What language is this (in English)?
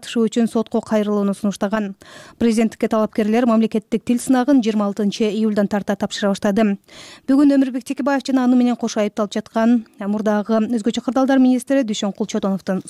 Kyrgyz